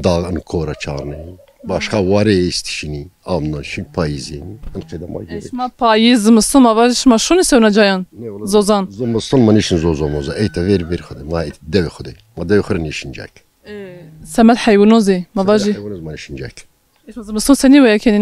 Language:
Zaza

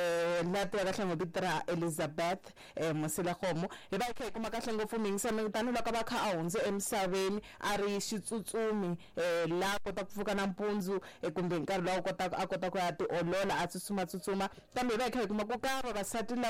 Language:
Tsonga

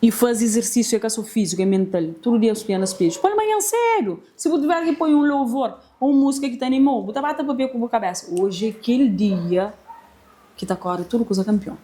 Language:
Kabuverdianu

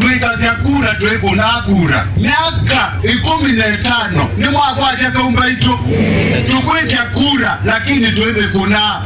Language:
Kamba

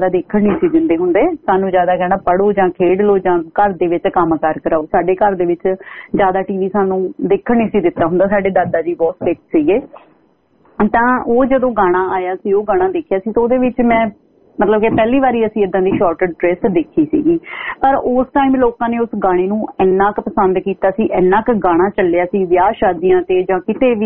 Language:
Punjabi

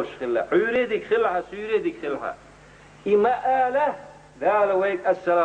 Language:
Chechen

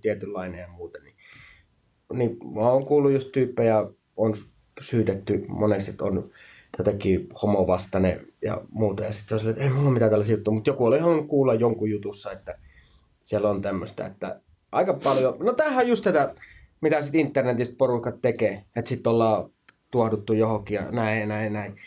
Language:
Finnish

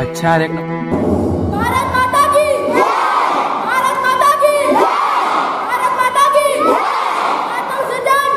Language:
Chhattisgarhi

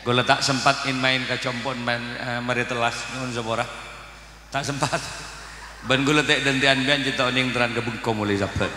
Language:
Madurese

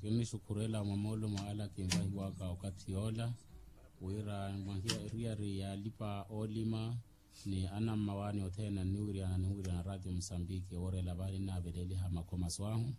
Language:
Makhuwa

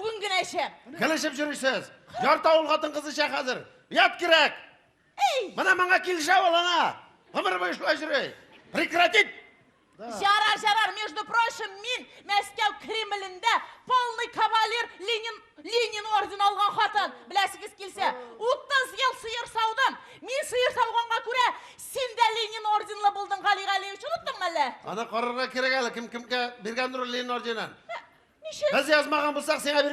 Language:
Tatar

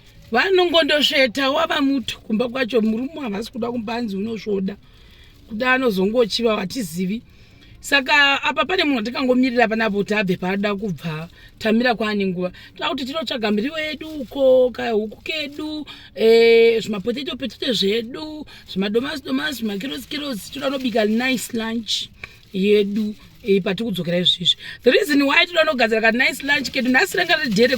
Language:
Shona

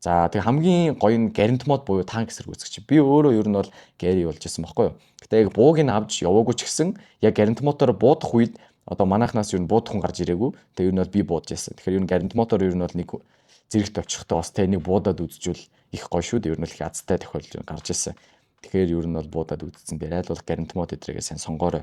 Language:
Mongolian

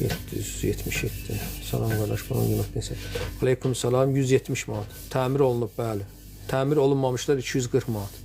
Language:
Azerbaijani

